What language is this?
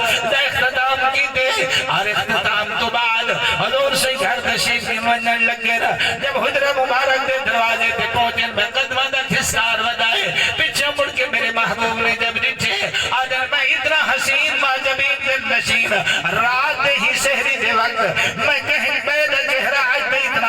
Saraiki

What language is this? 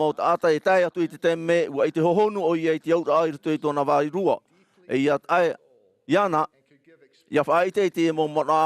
Tahitian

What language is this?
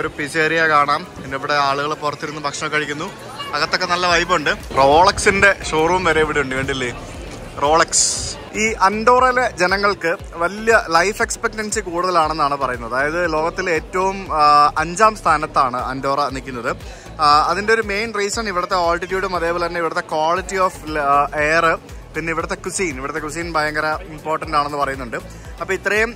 Malayalam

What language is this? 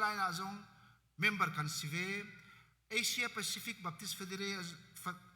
Hakha Chin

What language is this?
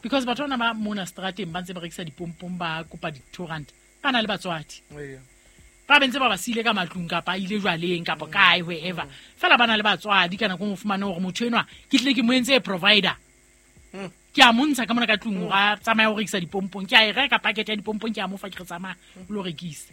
Southern Sotho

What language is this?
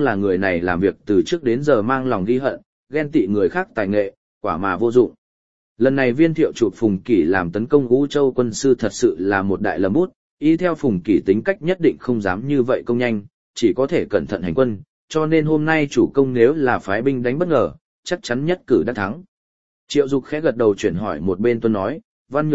Vietnamese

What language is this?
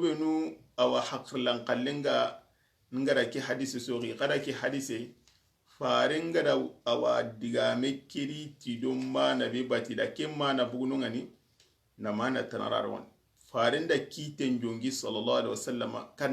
Soninke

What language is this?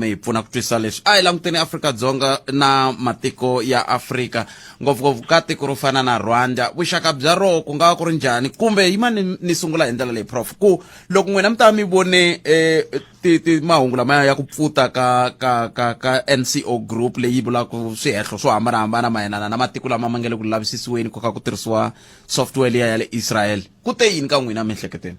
Tsonga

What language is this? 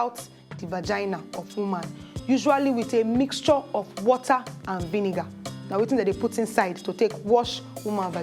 Nigerian Pidgin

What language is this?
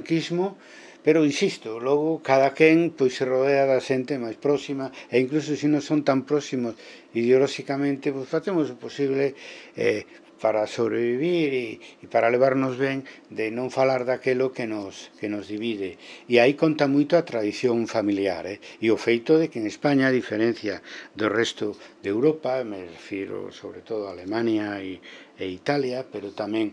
Galician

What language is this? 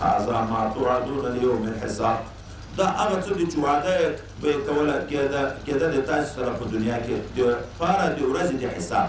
Pashto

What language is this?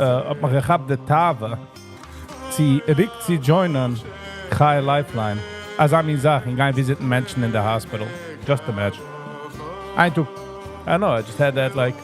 Yiddish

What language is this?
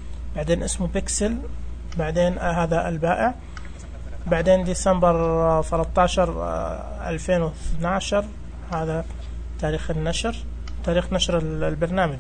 Najdi Arabic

